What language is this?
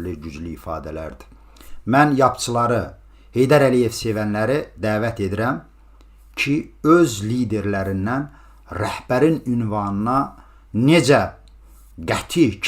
Azerbaijani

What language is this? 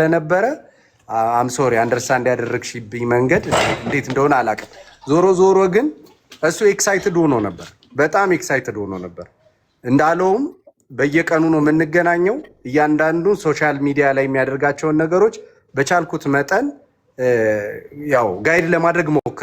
Amharic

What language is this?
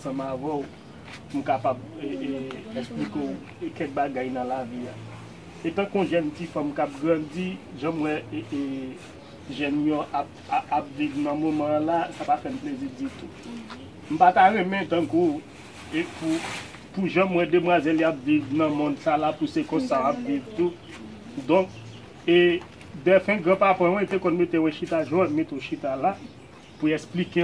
Haitian Creole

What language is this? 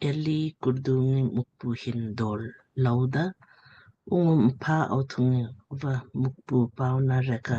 Lamkang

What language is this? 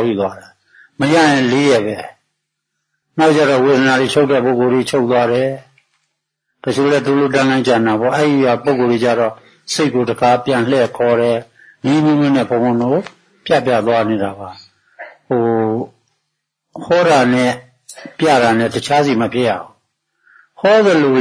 Burmese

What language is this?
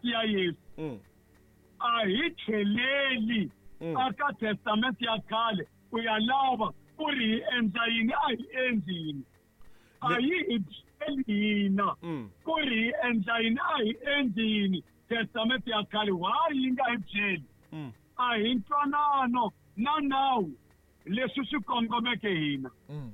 Tsonga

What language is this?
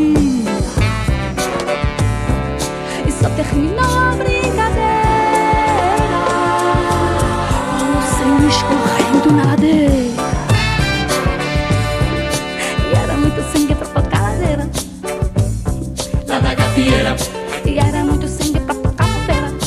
Portuguese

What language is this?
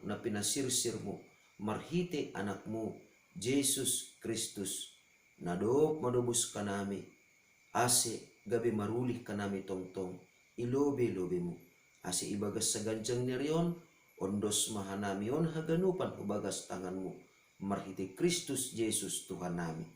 Batak Simalungun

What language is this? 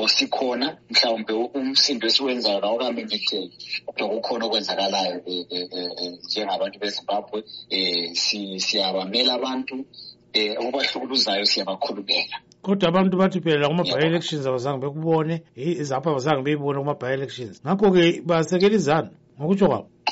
North Ndebele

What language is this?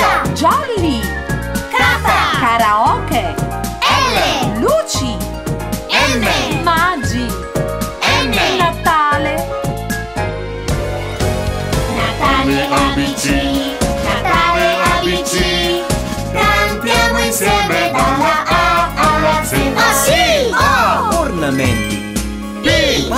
Italian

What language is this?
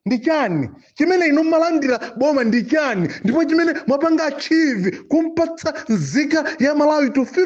Nyanja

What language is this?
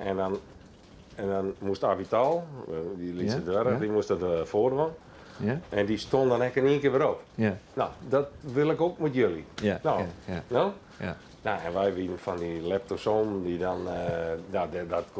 Western Frisian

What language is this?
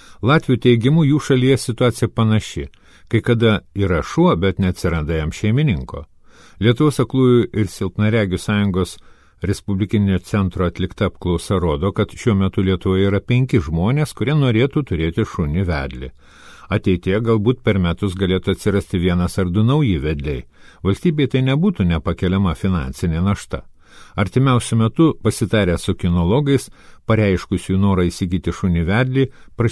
Lithuanian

